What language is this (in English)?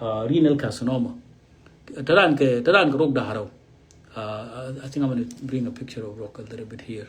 Nuer